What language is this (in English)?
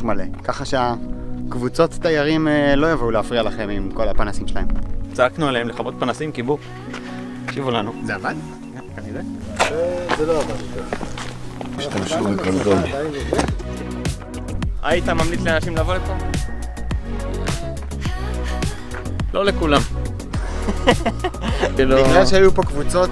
Hebrew